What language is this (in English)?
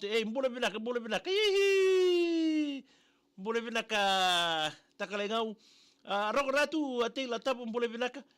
Fijian